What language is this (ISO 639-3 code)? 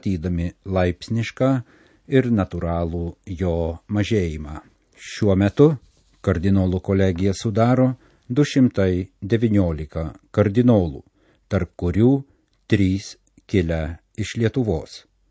lit